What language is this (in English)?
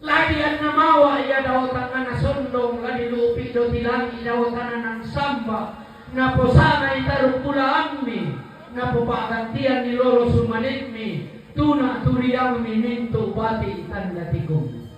Toraja-Sa'dan